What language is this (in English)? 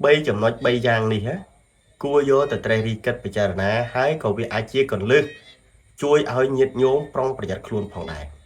Khmer